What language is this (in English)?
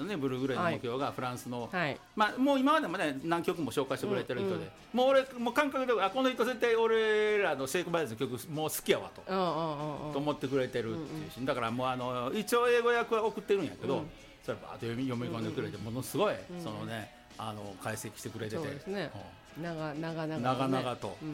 Japanese